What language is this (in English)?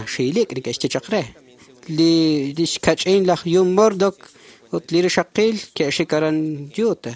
Kekchí